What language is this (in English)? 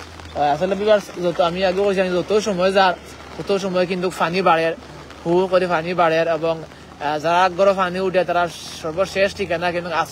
Sylheti